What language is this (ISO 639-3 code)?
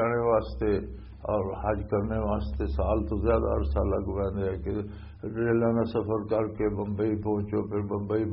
lah